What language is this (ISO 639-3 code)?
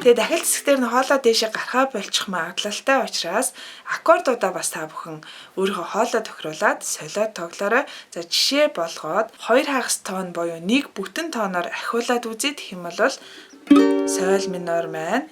mon